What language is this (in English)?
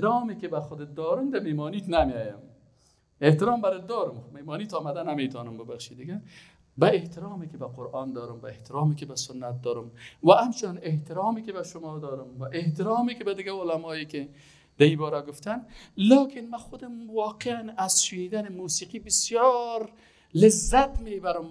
Persian